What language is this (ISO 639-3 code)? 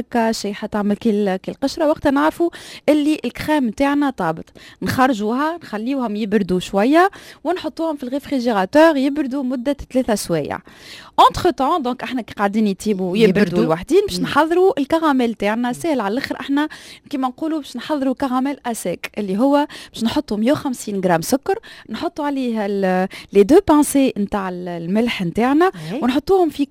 aeb